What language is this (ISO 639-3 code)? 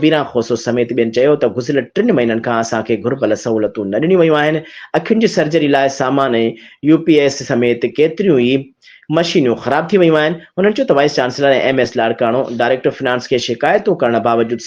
snd